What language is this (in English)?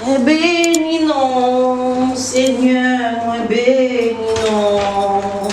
Haitian Creole